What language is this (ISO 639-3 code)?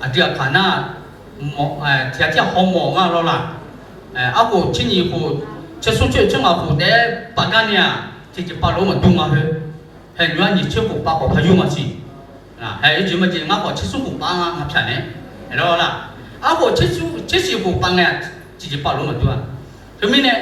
ahk